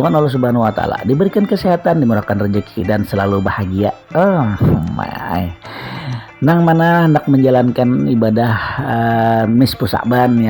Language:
Banjar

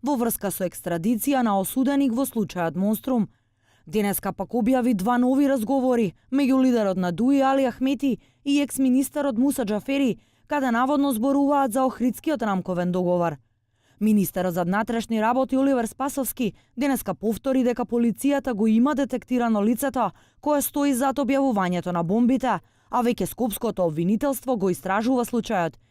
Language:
Macedonian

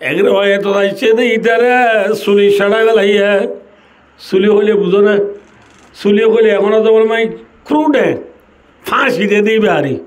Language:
Rohingya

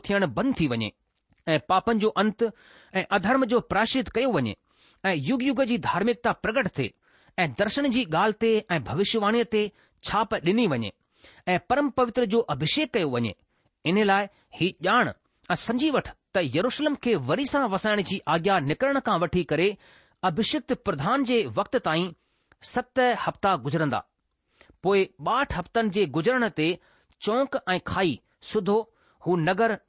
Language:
Sindhi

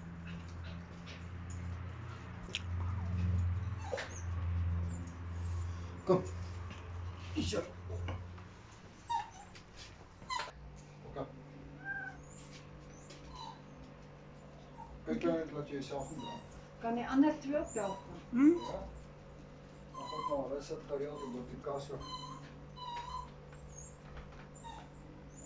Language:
Afrikaans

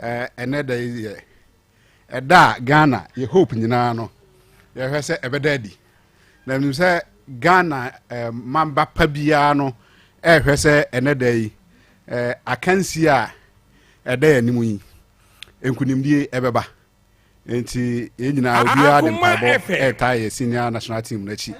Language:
Akan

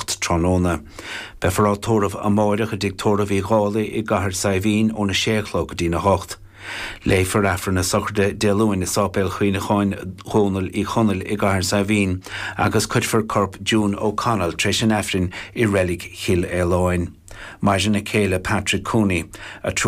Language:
Irish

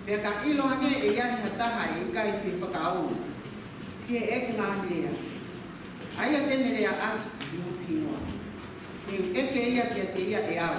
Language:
Tongan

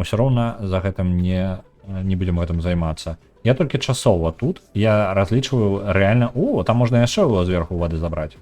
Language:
Belarusian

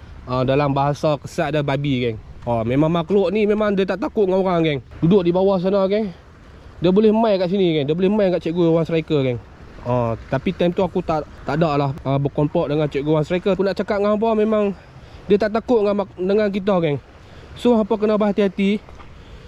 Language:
Malay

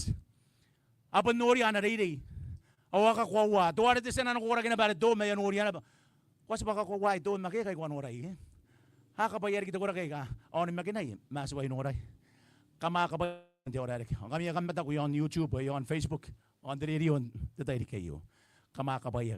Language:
Gilbertese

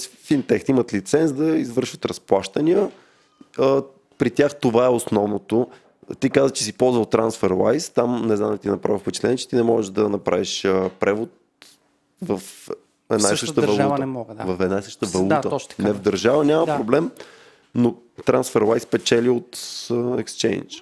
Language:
Bulgarian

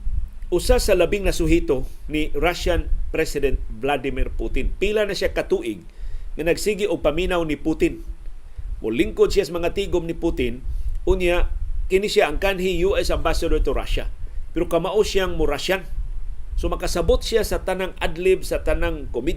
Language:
Cebuano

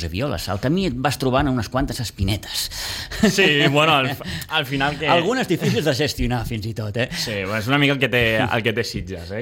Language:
Catalan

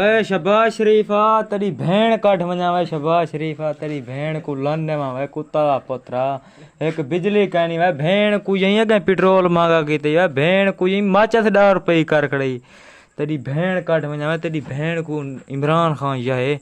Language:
Saraiki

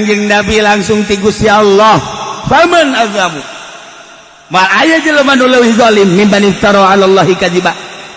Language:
Sundanese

